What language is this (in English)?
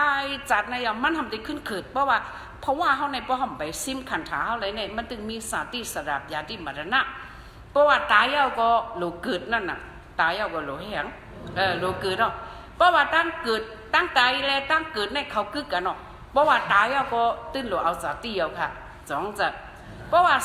Shan